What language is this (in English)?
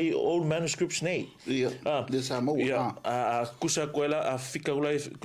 Samoan